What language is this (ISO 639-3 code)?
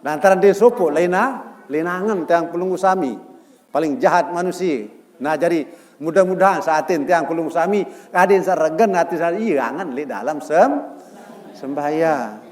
sas